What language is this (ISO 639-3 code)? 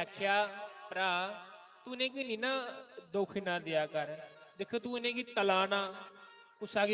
doi